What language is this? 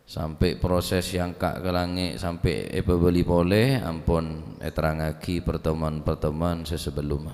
Madurese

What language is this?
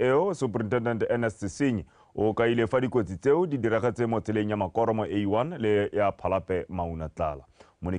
Tswana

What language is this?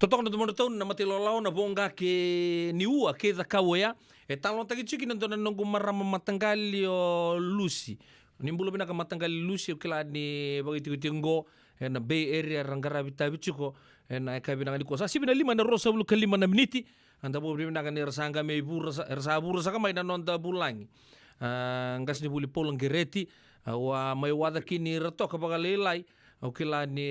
Fijian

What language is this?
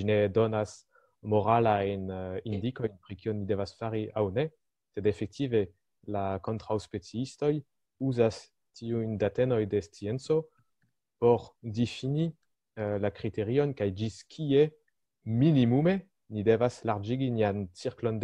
Esperanto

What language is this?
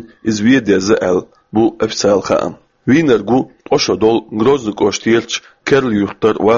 Chechen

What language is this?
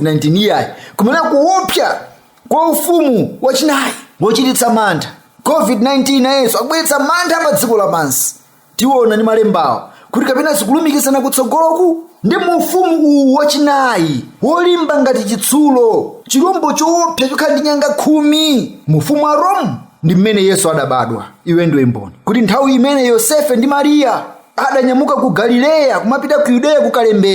Nyanja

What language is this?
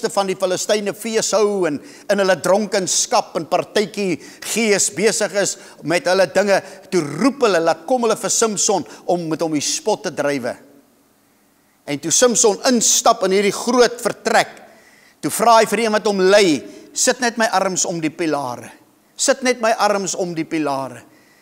Afrikaans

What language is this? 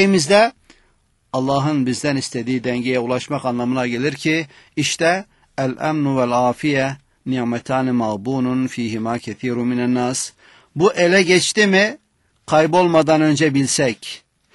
Turkish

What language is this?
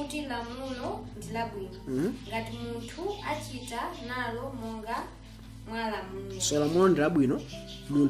Nyanja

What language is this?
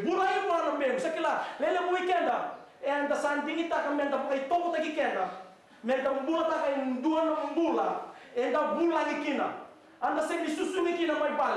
Fijian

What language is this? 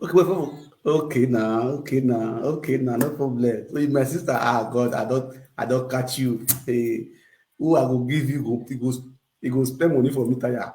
Nigerian Pidgin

